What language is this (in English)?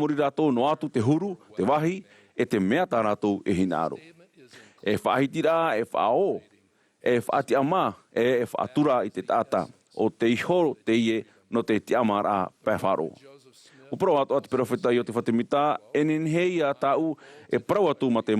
Tahitian